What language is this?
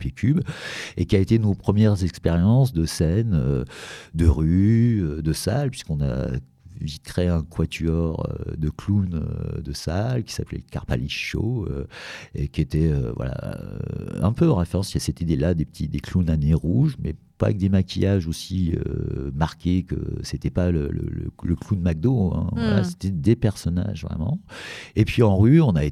French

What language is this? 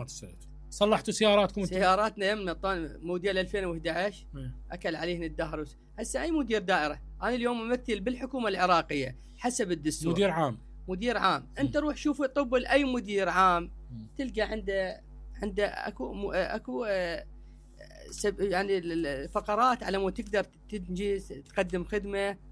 Mesopotamian Arabic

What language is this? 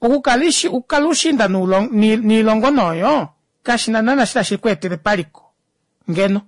Kuanyama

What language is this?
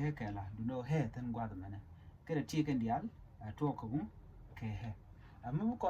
Nuer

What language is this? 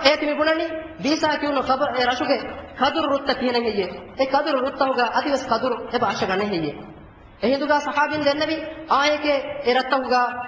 Divehi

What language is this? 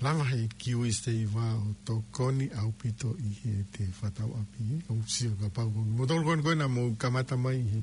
Tongan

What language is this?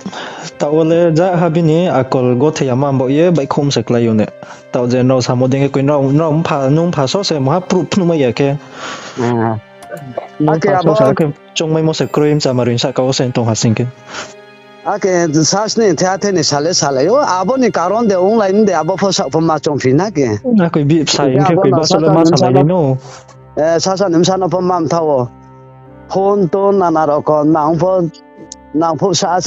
Riang (India)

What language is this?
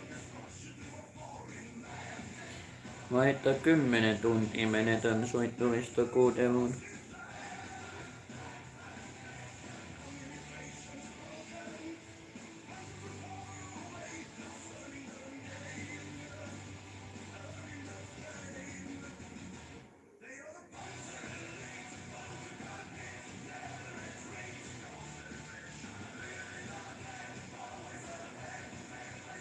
Finnish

